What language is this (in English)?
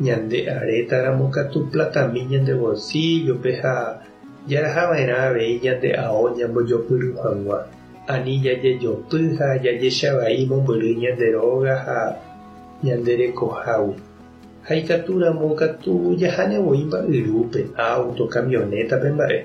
Guarani